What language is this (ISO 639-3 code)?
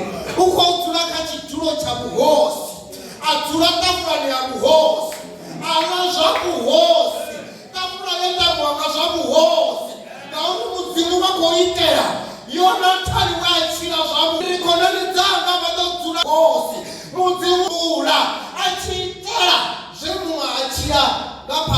ven